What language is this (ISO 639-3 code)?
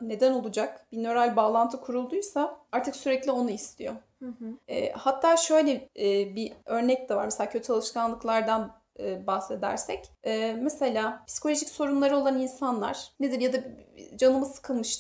tur